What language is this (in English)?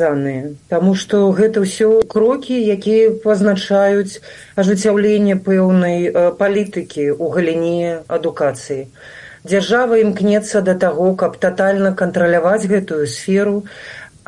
Belarusian